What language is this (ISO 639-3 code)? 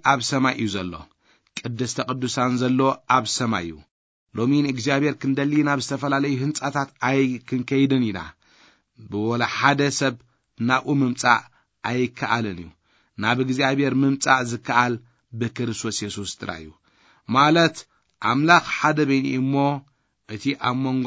tir